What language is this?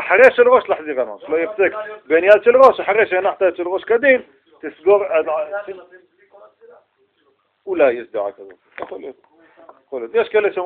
Hebrew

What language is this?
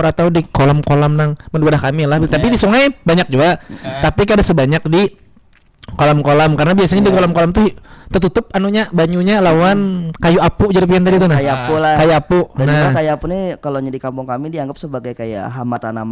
Banjar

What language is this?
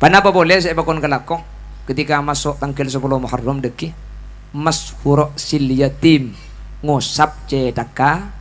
Madurese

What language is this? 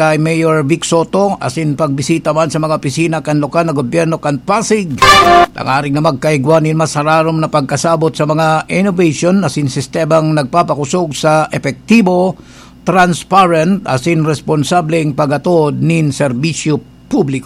Bikol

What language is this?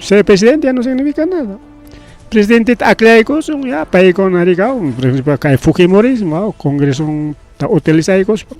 Ayacucho Quechua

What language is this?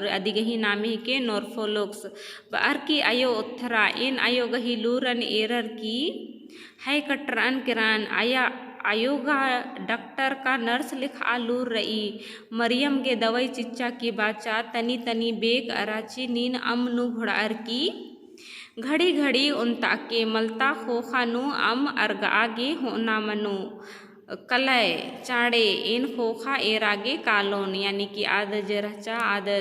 Kurukh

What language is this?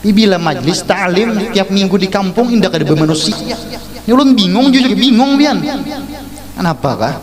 Banjar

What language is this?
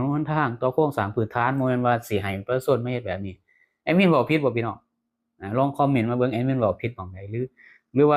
Lao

